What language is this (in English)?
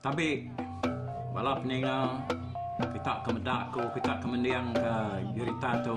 Iban